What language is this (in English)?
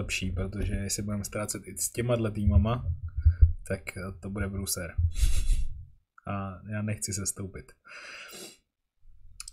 Czech